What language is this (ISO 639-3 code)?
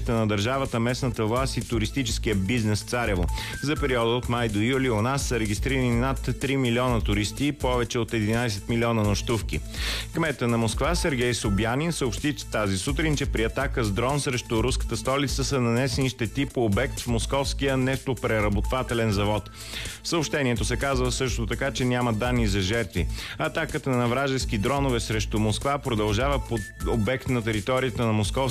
bul